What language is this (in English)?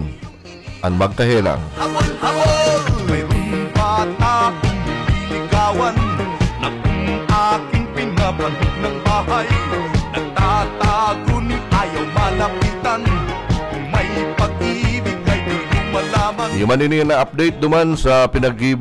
Bikol